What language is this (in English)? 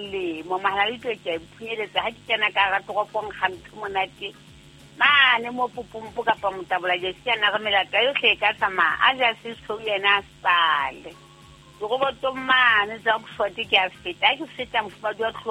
Southern Sotho